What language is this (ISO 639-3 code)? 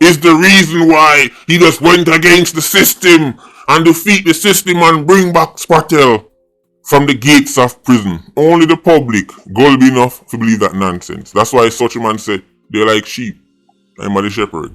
jam